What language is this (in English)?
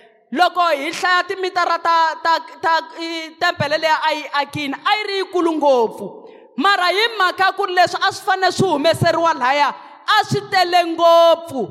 Tsonga